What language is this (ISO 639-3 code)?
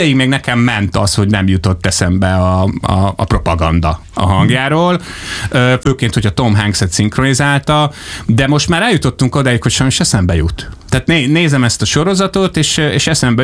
hun